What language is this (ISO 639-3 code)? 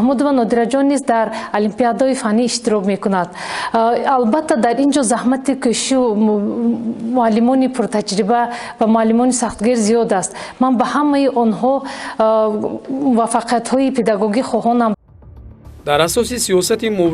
tgk